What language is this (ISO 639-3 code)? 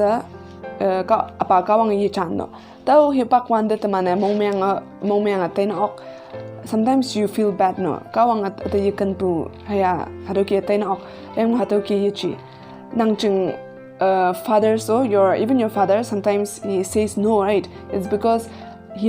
nbe